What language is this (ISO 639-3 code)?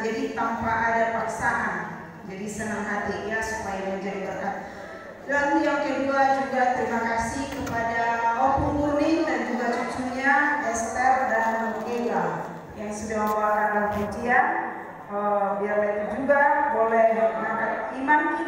ind